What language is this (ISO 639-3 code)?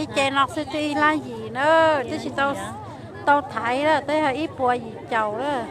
hmn